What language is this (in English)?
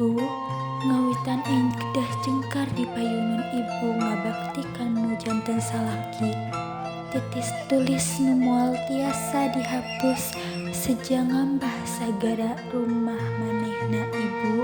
Sundanese